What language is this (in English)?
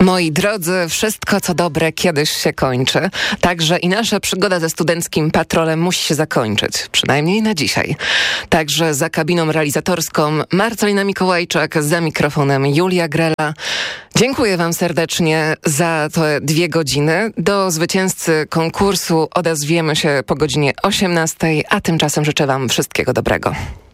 Polish